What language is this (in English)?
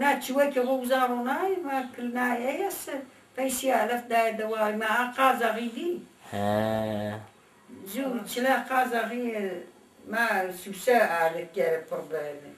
Zaza